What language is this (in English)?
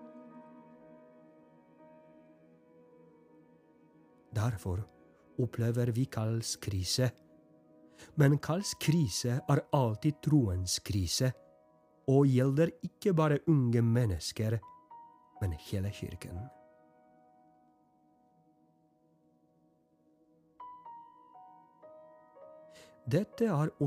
Norwegian